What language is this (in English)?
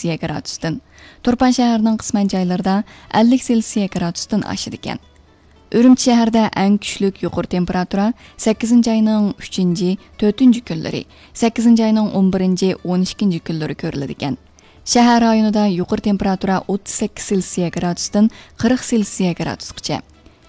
Uyghur